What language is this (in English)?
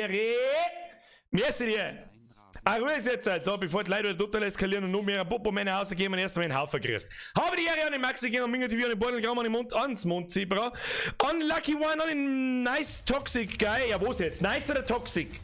Bavarian